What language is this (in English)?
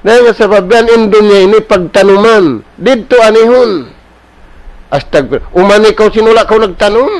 Tausug